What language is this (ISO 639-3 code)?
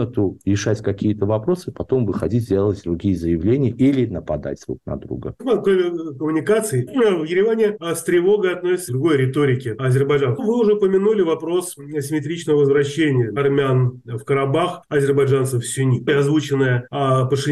rus